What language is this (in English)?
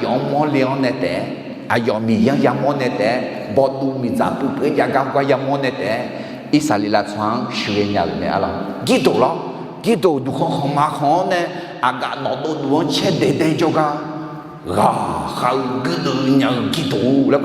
Akha